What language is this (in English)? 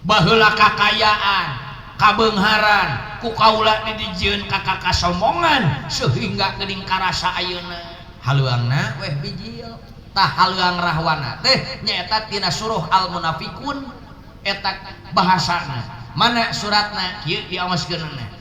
Sundanese